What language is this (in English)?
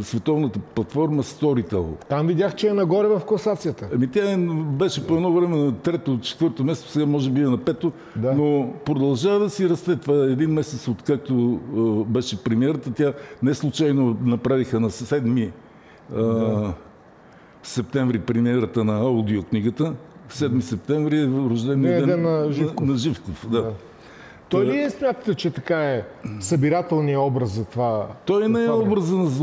Bulgarian